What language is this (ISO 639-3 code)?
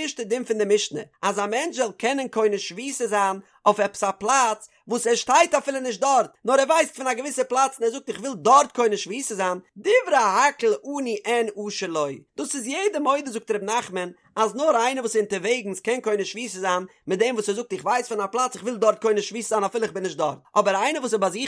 yid